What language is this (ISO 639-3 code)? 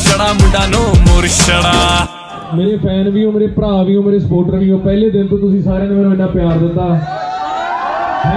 pan